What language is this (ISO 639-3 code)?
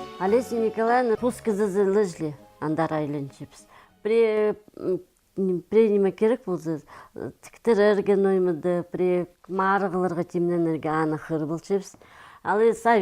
kjh